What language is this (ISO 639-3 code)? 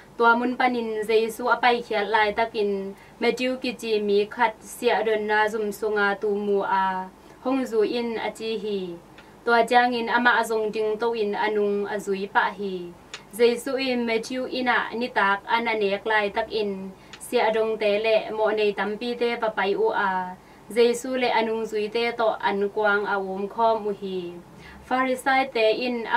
ctd